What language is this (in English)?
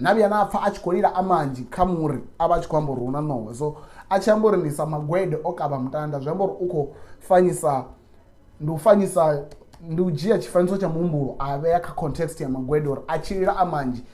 Venda